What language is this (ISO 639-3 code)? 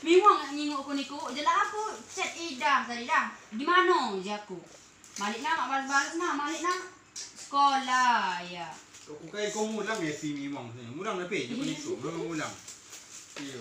kge